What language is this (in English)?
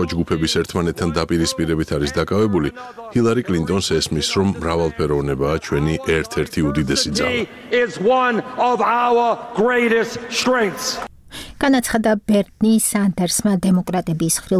Georgian